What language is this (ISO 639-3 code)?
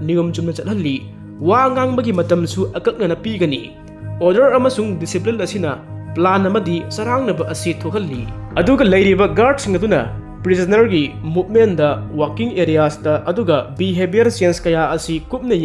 mni